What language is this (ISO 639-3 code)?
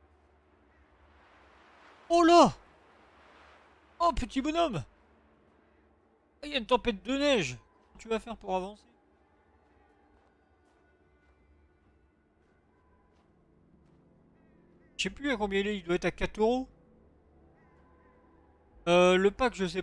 fra